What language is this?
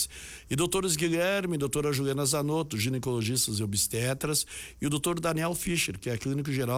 Portuguese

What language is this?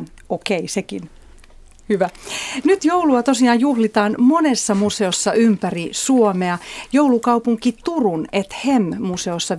Finnish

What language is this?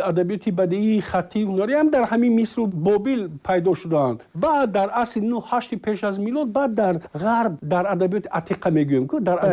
Tajik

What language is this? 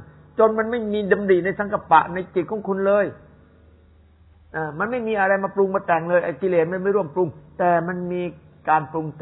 Thai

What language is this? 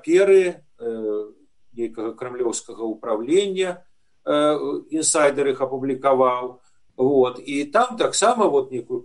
Belarusian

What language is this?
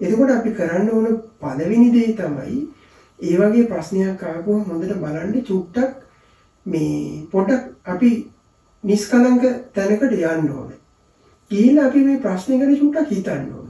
Sinhala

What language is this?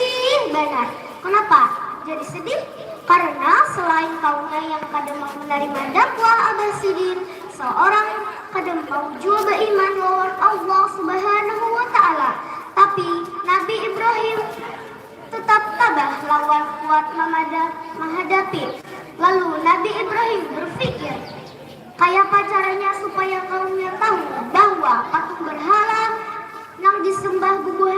Banjar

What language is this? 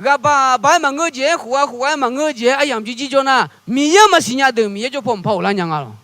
Akha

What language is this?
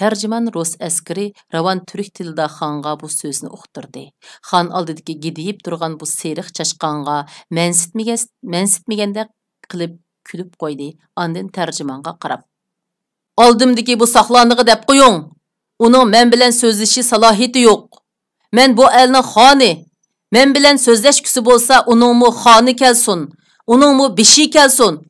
Uyghur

